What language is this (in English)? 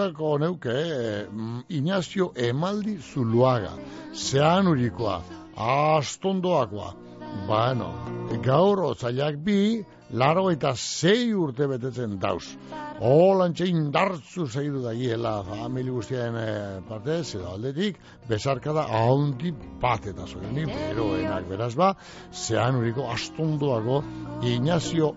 Basque